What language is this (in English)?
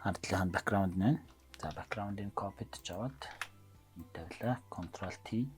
Mongolian